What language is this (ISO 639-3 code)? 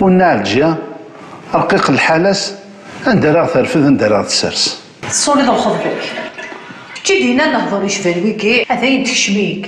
kab